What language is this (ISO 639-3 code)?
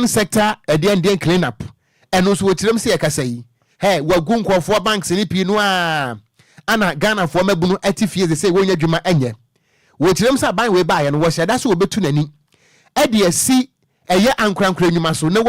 aka